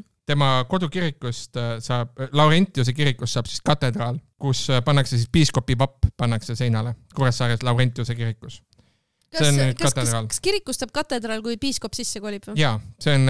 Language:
Estonian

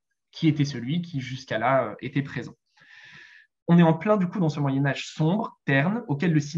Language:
French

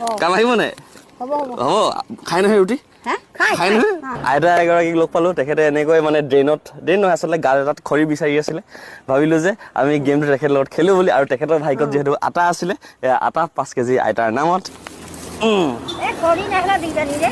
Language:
Assamese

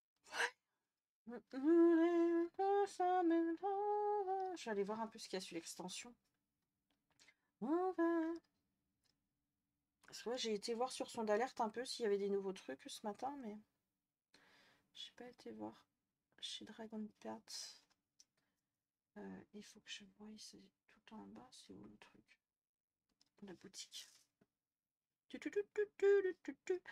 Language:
French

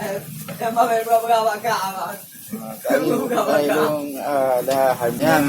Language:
Achinese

